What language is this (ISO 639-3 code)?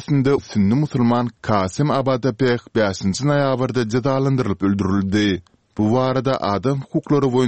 tuk